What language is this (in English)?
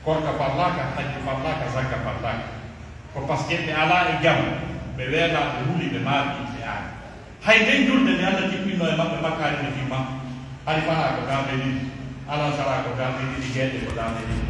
Pular